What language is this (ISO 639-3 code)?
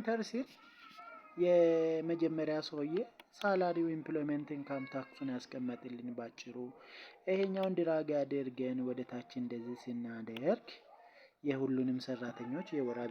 amh